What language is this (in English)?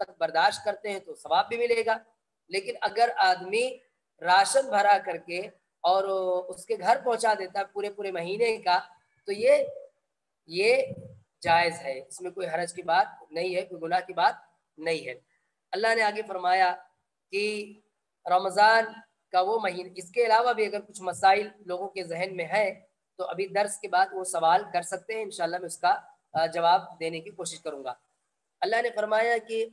Urdu